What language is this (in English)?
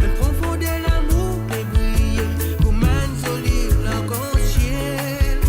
Morisyen